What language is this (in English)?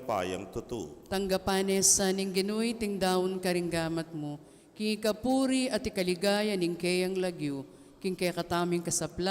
Pampanga